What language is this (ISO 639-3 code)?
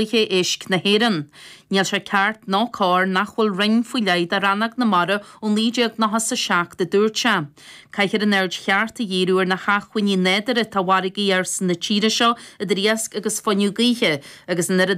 gle